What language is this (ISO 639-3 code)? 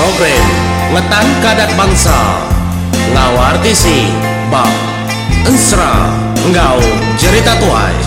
iba